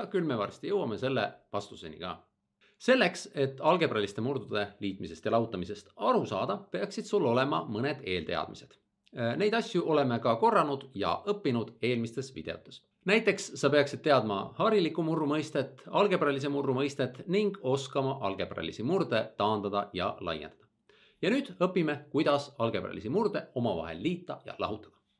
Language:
Estonian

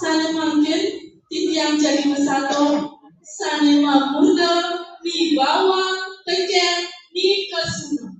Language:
Balinese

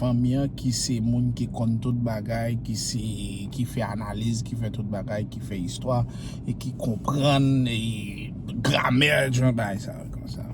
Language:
Haitian Creole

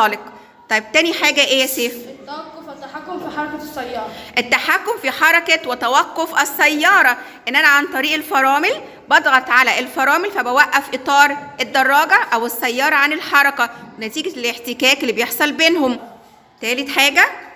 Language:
Egyptian Arabic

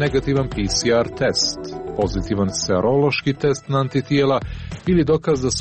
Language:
Croatian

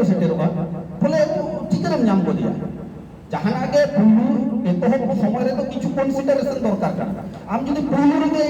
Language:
Santali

